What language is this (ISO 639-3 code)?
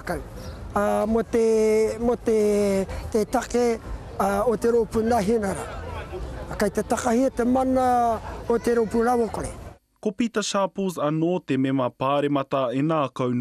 mri